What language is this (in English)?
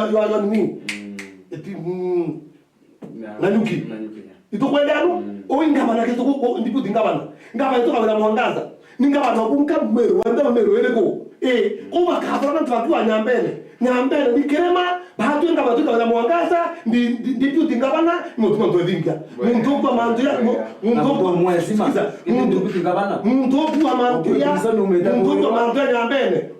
Meru